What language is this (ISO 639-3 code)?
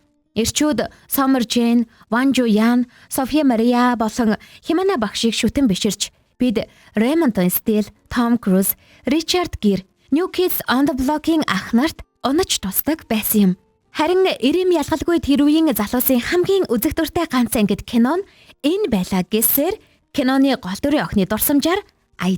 mon